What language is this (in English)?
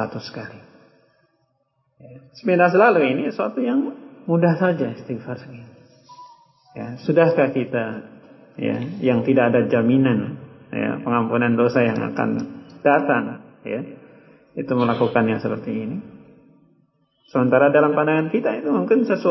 Indonesian